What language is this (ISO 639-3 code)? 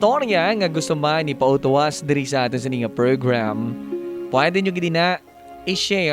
hil